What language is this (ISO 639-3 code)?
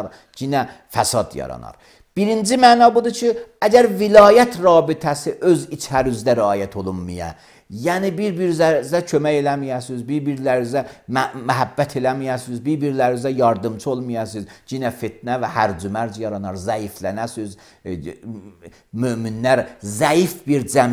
aze